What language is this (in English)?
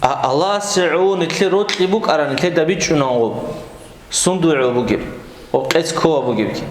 Avaric